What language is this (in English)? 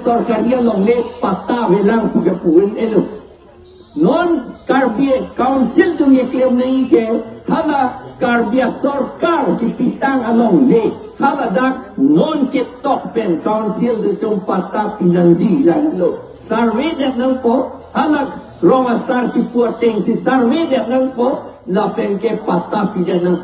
Karbi